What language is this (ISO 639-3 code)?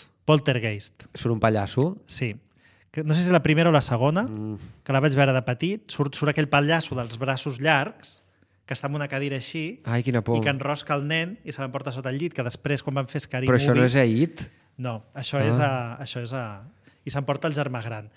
cat